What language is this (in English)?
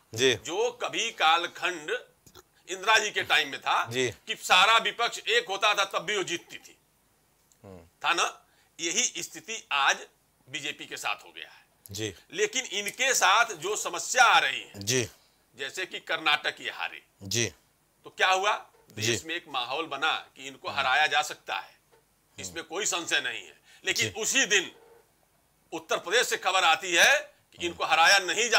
Hindi